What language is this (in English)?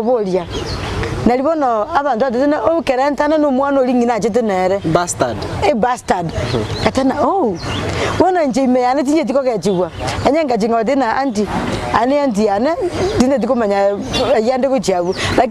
Gusii